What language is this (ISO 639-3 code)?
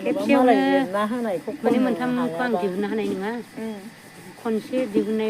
brx